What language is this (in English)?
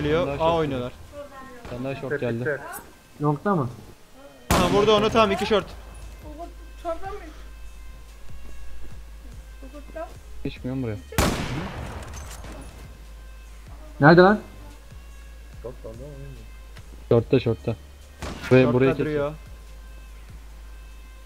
Turkish